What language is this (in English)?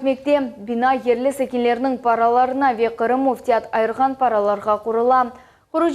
Crimean Tatar